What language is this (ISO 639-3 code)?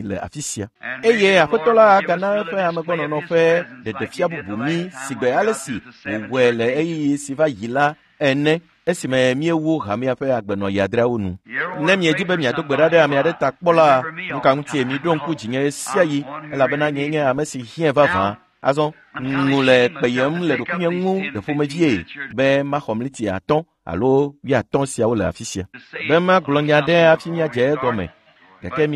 ewe